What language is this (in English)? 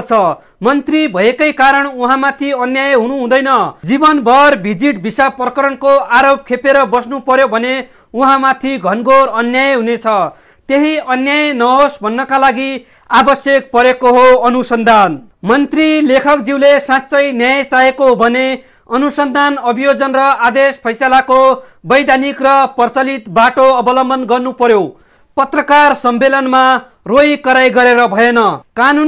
Nepali